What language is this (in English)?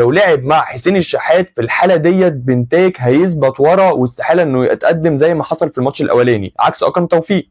Egyptian Arabic